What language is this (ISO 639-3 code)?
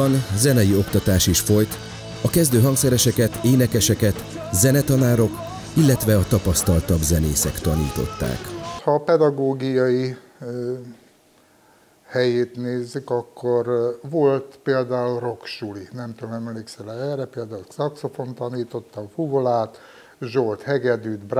hun